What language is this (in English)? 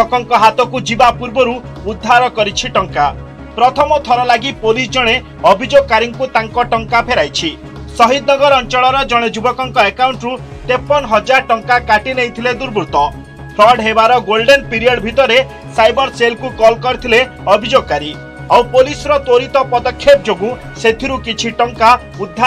Odia